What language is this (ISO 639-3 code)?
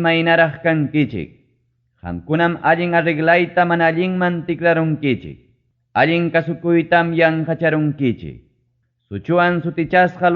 quy